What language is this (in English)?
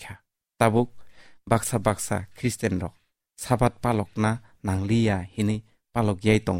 Kok Borok